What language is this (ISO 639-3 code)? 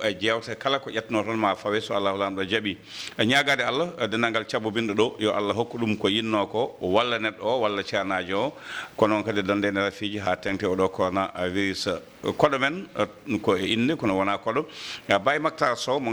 ful